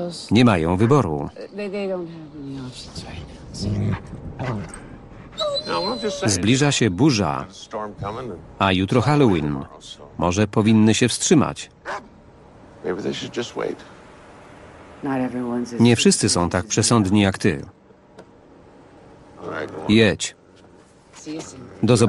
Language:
Polish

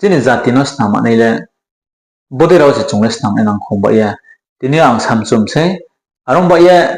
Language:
Riang (India)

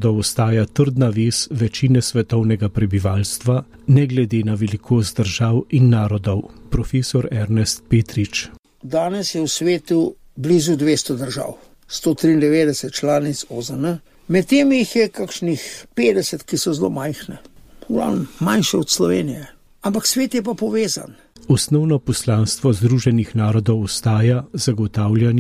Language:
Slovenian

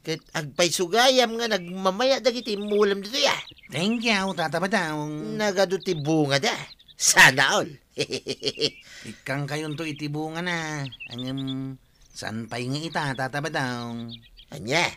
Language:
Iloko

